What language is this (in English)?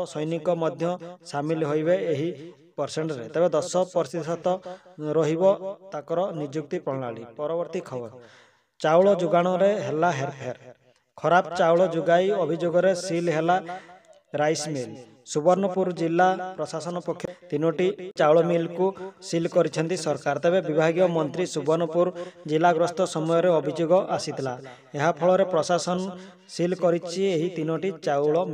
Odia